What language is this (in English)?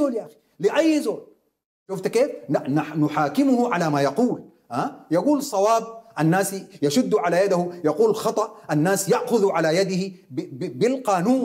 Sudanese Arabic